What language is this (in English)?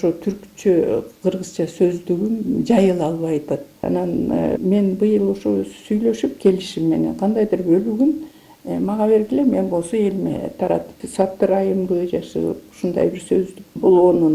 Kyrgyz